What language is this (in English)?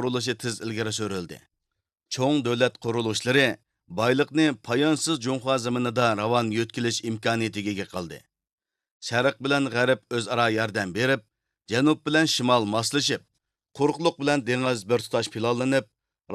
Uyghur